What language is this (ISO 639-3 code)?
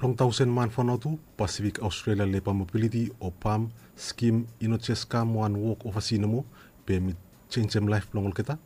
bis